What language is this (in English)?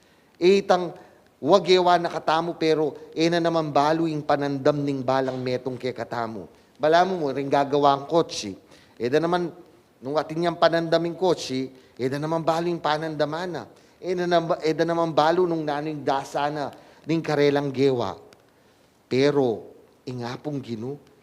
Pampanga